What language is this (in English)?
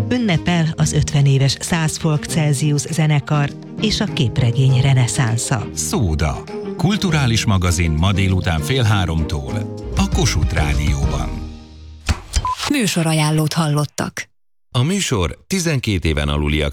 Hungarian